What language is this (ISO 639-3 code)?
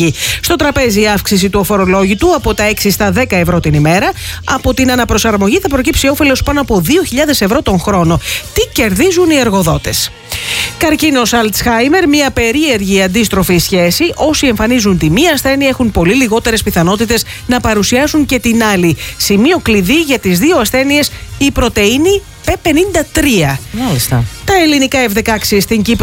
ell